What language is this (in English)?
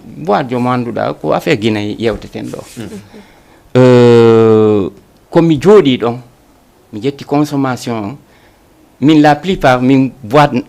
Fula